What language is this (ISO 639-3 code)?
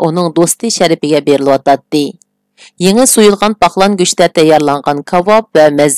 uig